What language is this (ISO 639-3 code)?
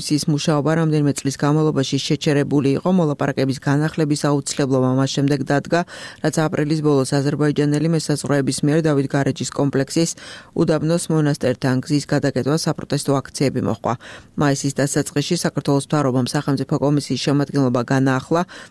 kat